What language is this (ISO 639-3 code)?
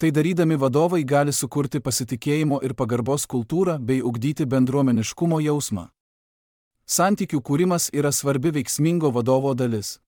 lit